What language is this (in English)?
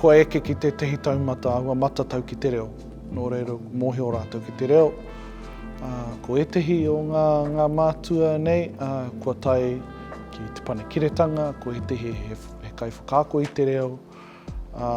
Māori